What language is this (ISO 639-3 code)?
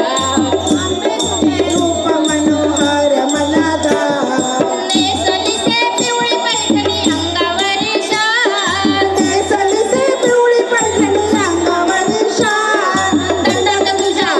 mar